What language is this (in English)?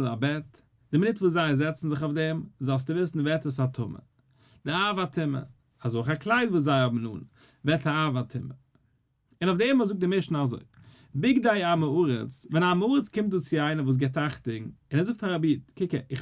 Yiddish